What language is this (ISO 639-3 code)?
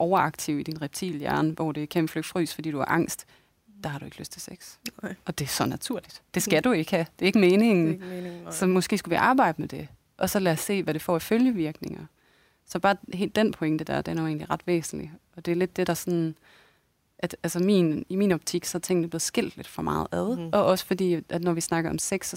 dan